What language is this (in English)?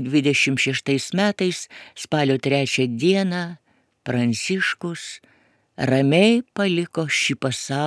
Lithuanian